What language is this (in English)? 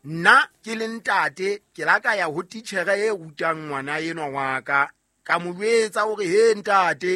Southern Sotho